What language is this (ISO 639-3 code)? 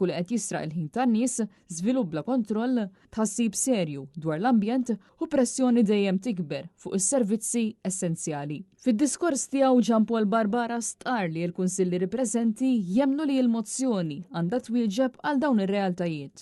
mlt